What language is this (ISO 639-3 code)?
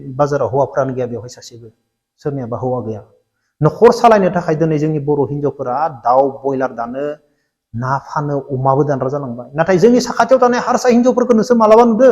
brx